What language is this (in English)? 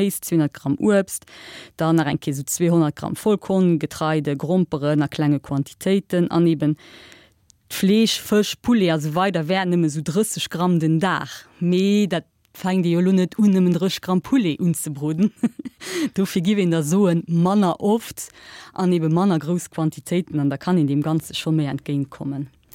Luxembourgish